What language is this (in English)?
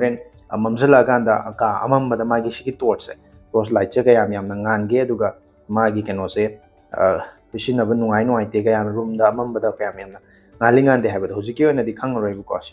Manipuri